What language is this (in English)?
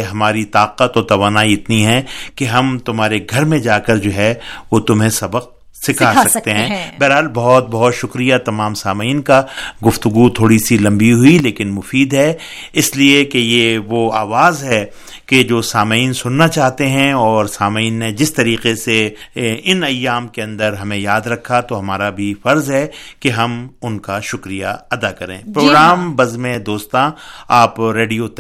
Urdu